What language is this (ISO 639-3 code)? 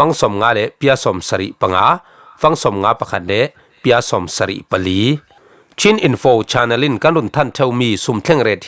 cfm